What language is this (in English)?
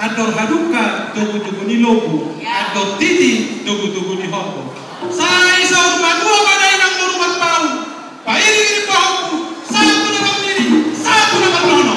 Batak Toba